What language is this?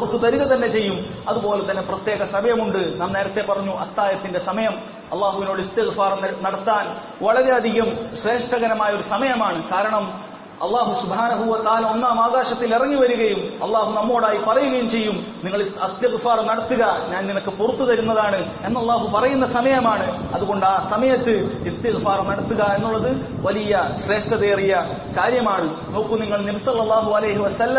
Malayalam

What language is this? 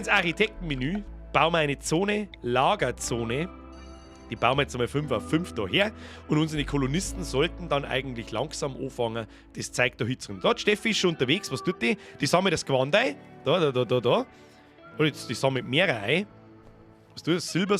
Bavarian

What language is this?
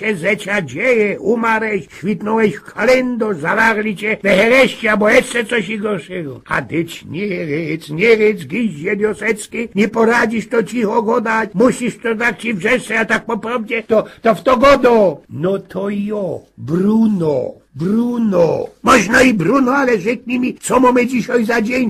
Silesian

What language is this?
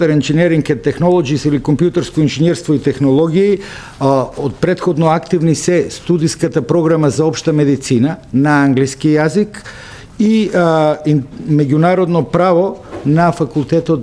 Macedonian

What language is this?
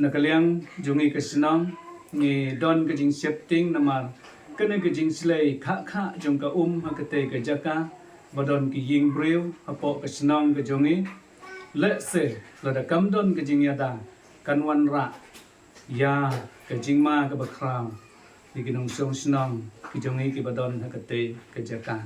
Khasi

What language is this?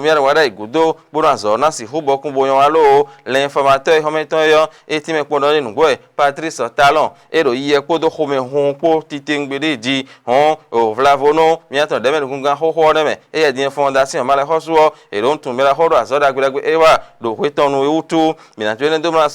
Fon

